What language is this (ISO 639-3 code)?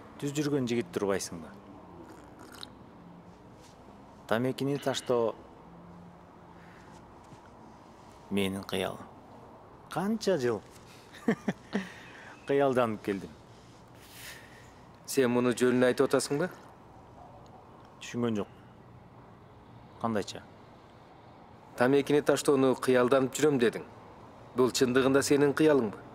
kir